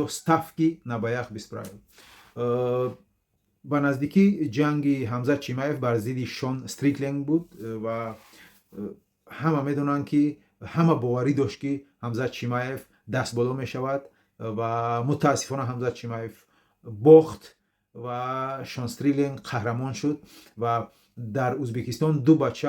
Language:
Tajik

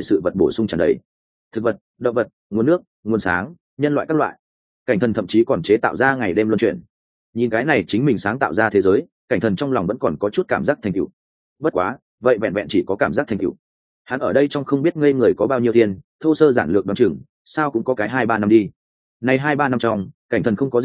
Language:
Vietnamese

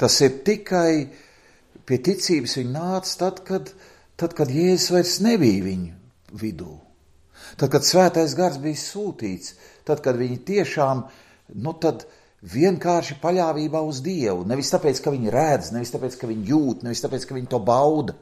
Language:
Latvian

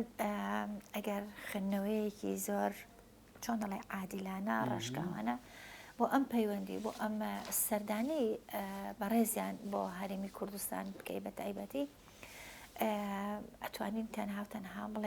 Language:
Central Kurdish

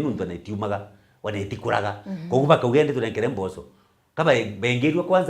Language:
Meru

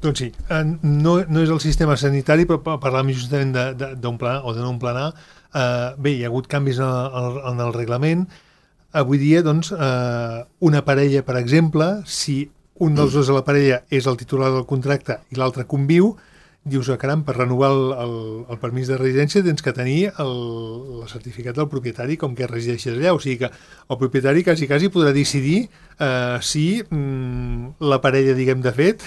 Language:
Catalan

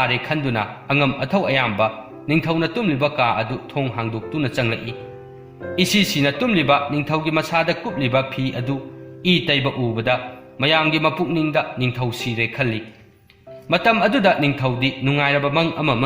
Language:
Manipuri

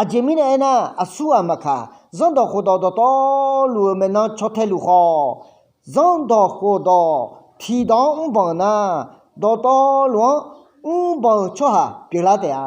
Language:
Akha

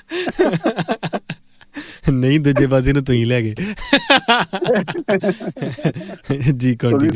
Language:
Punjabi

